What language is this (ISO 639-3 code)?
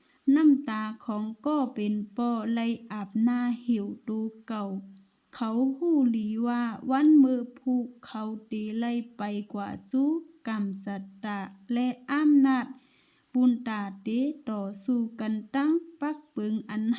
shn